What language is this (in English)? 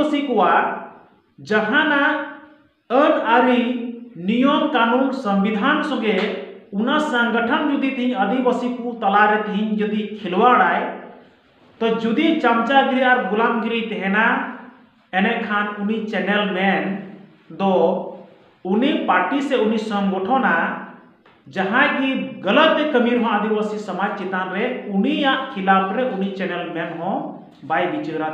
Santali